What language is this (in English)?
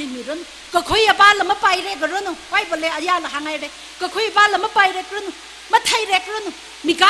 Tangkhul Naga (India)